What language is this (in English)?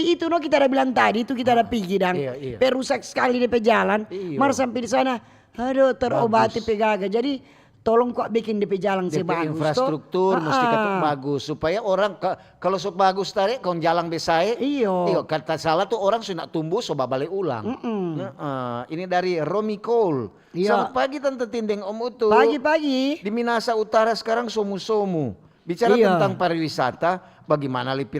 Manado Malay